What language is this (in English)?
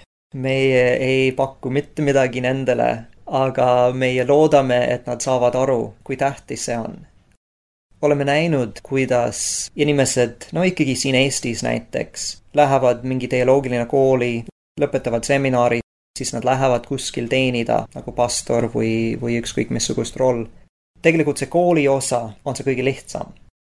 Estonian